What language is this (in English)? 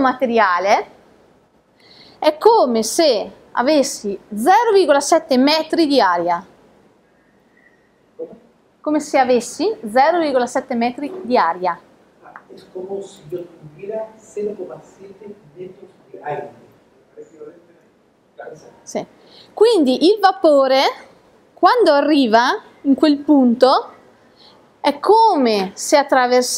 Italian